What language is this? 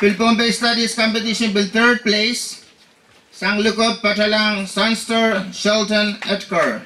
Pohnpeian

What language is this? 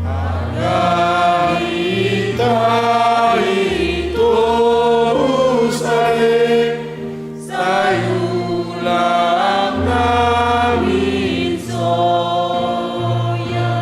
Batak Simalungun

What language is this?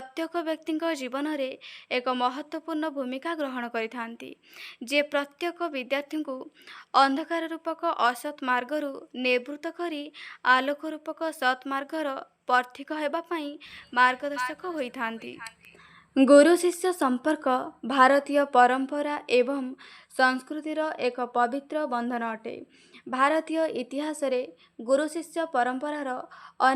Odia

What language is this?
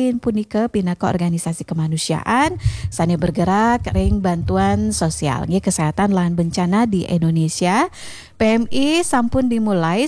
Balinese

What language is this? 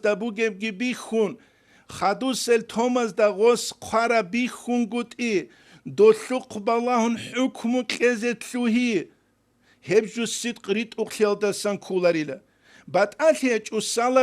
Avaric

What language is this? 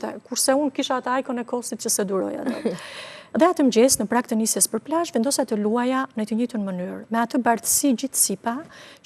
Albanian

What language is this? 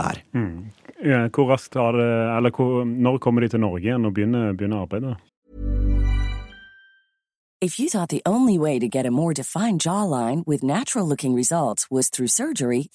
Norwegian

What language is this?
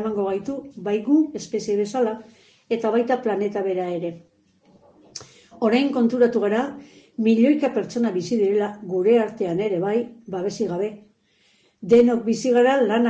Basque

